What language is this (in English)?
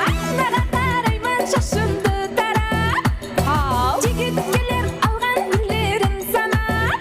Kara-Kalpak